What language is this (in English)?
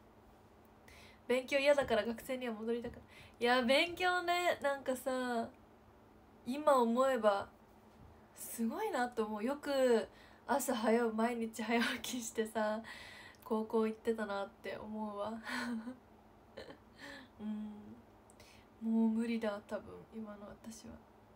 Japanese